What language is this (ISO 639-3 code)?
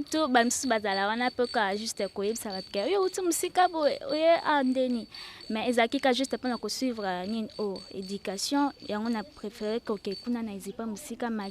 lin